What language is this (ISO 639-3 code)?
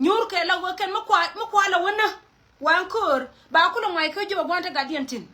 nus